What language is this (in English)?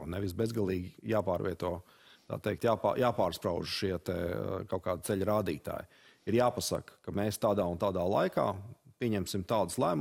Latvian